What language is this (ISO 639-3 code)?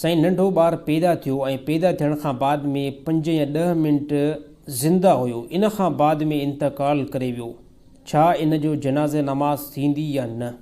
snd